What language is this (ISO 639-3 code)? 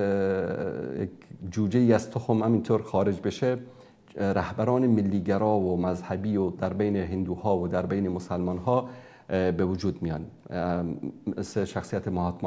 fas